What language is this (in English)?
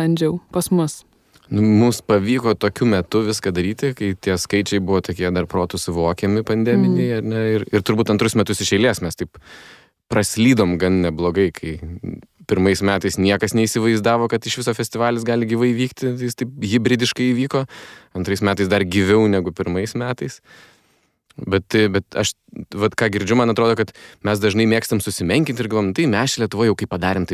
Lithuanian